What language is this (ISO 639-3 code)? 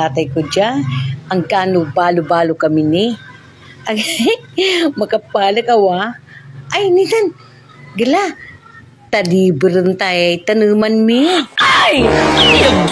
pag